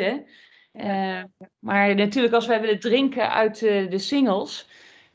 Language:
Dutch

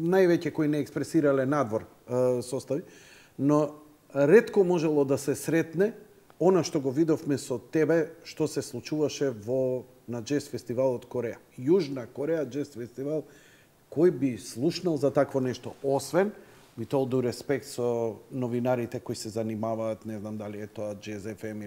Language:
Macedonian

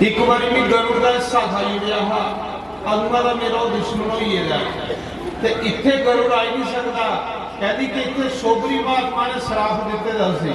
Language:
Dogri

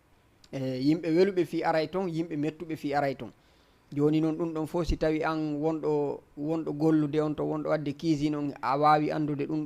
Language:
Fula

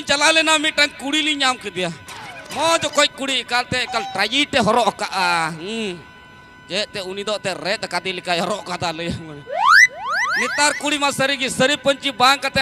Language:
Santali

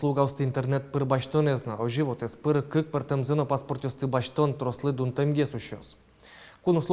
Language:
Udmurt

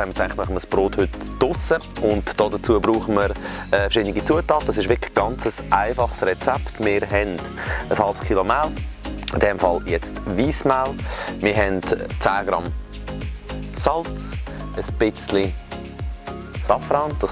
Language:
German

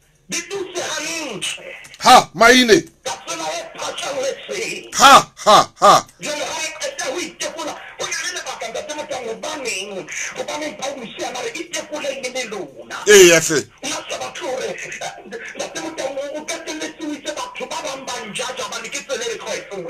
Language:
Southern Sotho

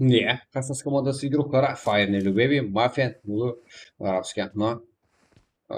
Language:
Kara-Kalpak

